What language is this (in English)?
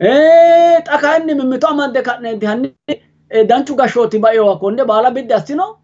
Sidamo